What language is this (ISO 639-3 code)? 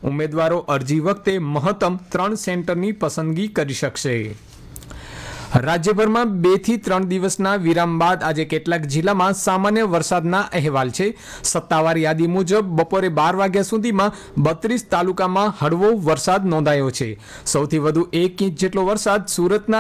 guj